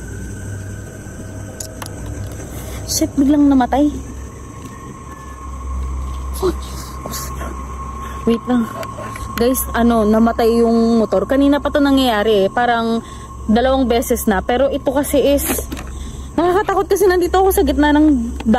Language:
Filipino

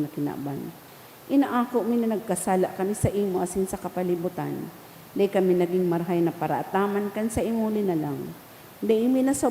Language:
Bikol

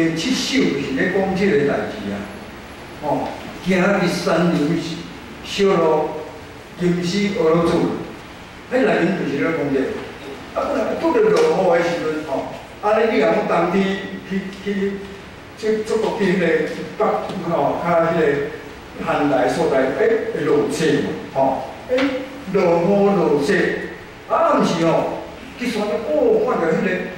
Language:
Min Nan Chinese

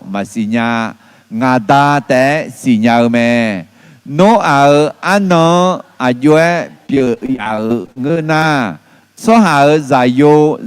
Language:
Akha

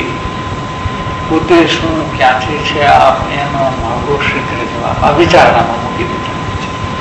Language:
Gujarati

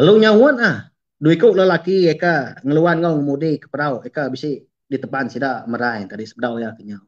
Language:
Iban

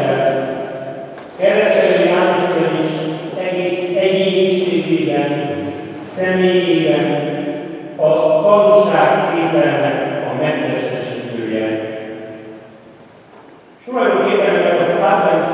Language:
Hungarian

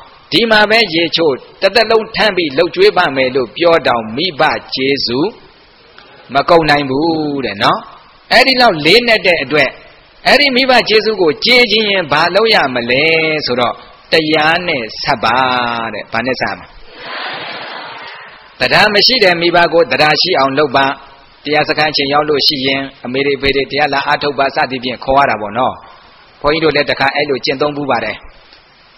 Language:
Burmese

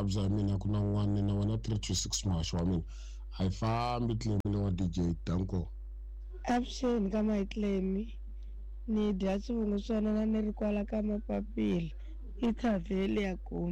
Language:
Tsonga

